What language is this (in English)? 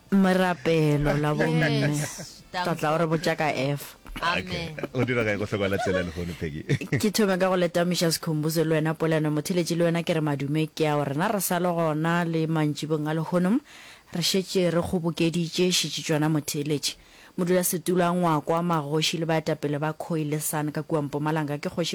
Northern Sotho